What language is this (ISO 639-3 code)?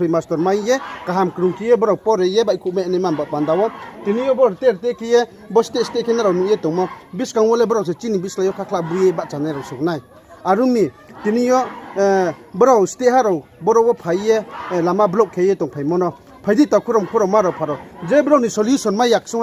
ria